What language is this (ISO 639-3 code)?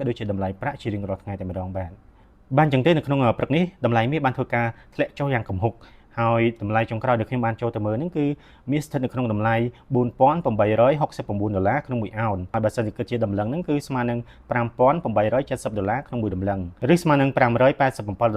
khm